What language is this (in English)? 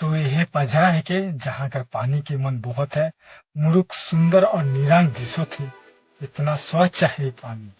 Sadri